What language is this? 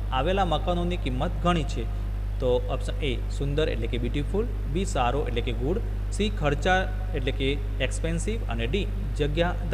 Gujarati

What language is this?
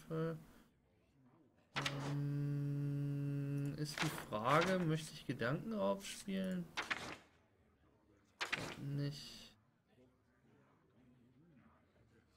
German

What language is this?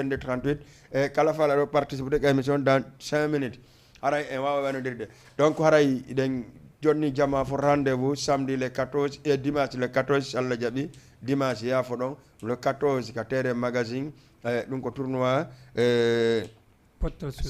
Fula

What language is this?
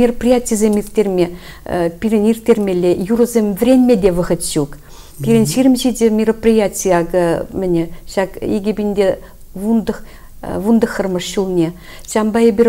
Chuvash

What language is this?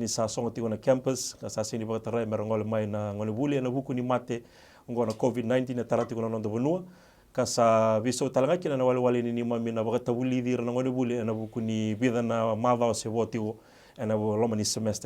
Fijian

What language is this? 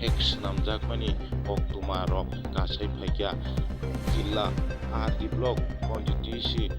Kok Borok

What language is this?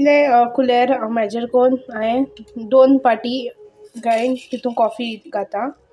Konkani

